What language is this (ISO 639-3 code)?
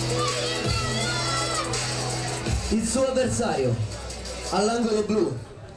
ita